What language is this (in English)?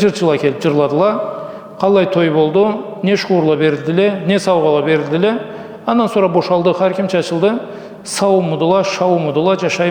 Karachay-Balkar